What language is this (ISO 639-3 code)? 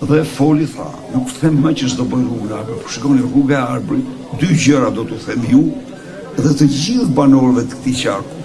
sqi